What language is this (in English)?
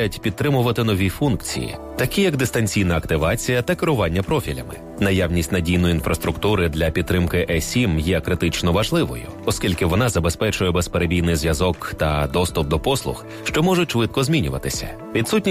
Ukrainian